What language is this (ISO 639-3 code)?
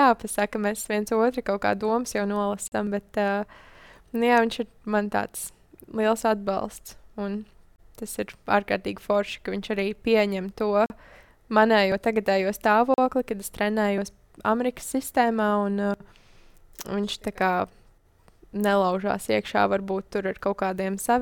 lav